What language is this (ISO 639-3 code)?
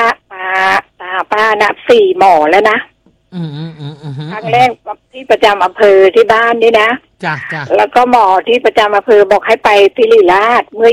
tha